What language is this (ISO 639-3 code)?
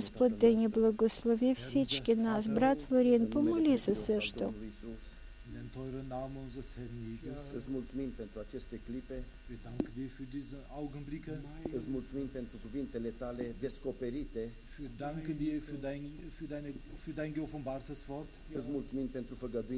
bul